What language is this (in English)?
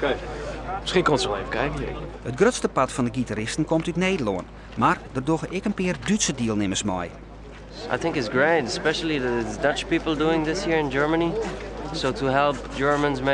Western Frisian